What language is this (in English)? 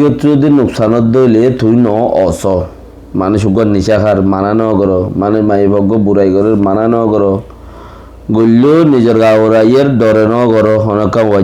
Rohingya